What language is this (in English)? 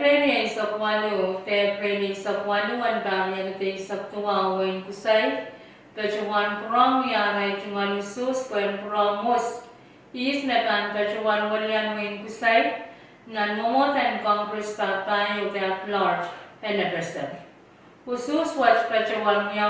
Pohnpeian